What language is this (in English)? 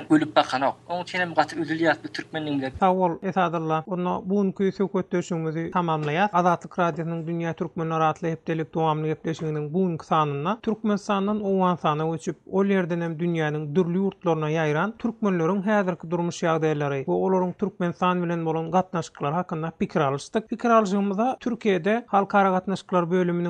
Turkmen